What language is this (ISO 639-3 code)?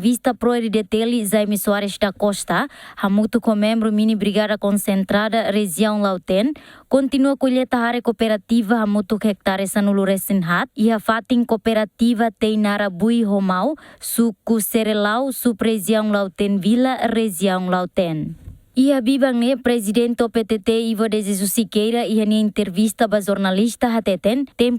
tet